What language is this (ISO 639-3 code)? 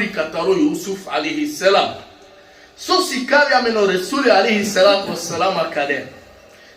rmn